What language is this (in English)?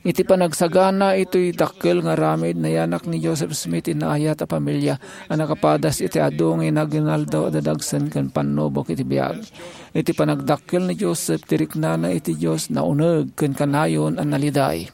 Iloko